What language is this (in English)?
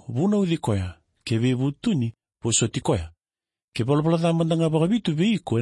Fijian